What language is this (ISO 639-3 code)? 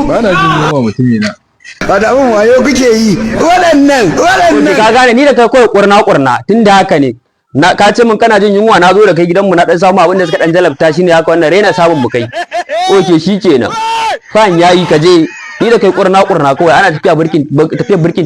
hau